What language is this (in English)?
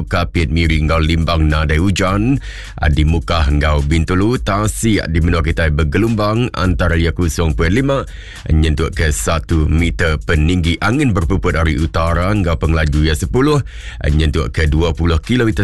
Iban